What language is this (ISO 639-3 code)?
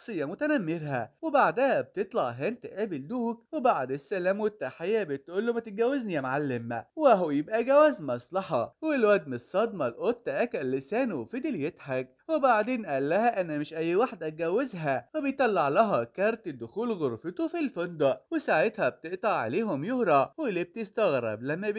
arz